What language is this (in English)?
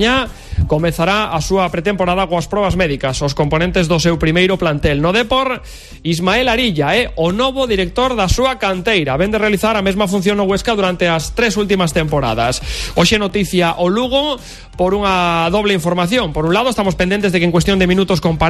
Galician